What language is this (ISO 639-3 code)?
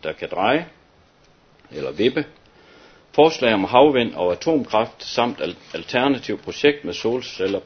dan